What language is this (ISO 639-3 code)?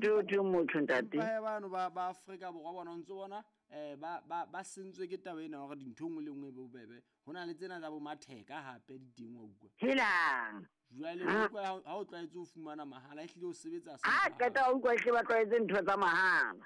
sot